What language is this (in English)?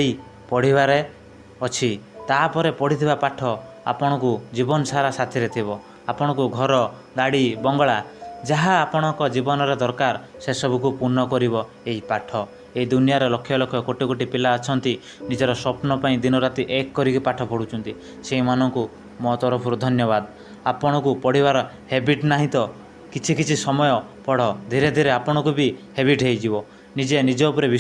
Odia